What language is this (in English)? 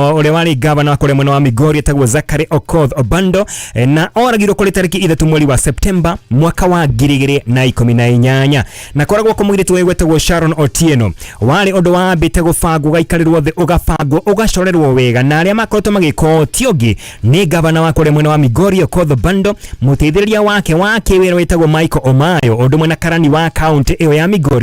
Kikuyu